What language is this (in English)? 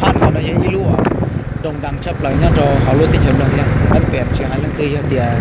Hmong